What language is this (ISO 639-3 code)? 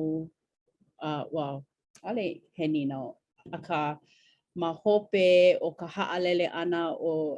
haw